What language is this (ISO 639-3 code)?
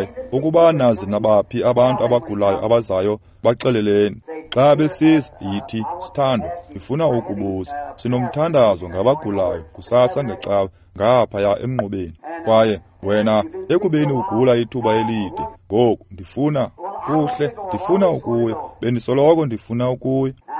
xho